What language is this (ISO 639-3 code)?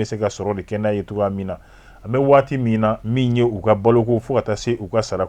bam